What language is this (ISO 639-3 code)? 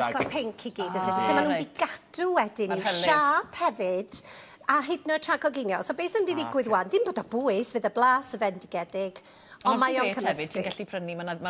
cym